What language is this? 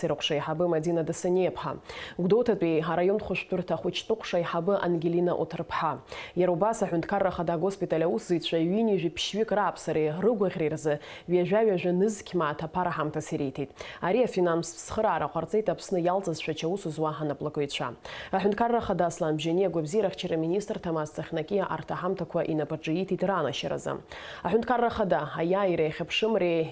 Abkhazian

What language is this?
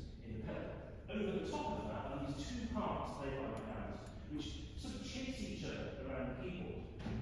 English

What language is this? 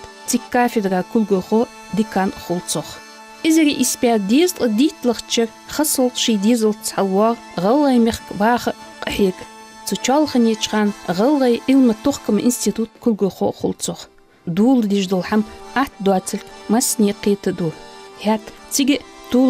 Ingush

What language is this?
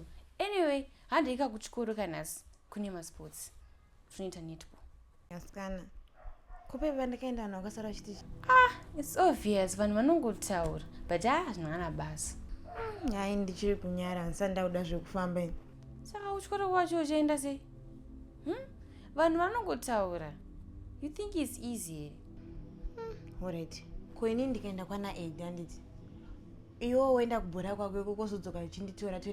Shona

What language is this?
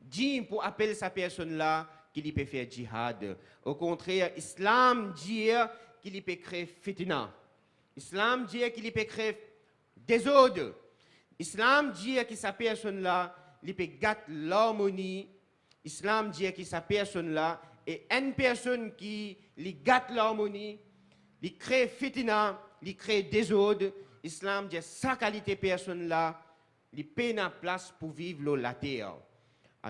Morisyen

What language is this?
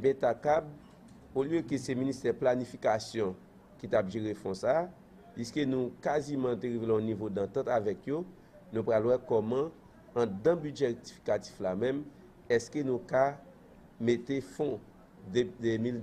Haitian Creole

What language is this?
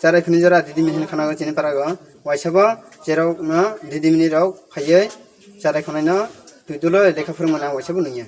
Kok Borok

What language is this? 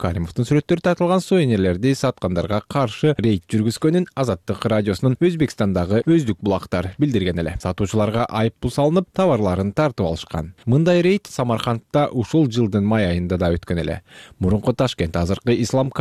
Kyrgyz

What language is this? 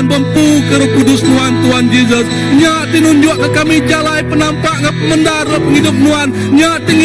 Iban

